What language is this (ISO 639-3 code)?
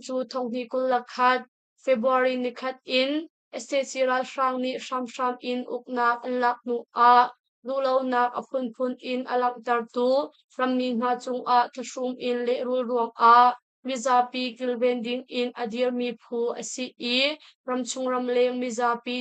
cnh